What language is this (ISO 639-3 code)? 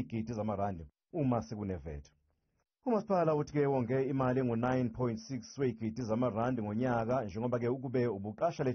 zul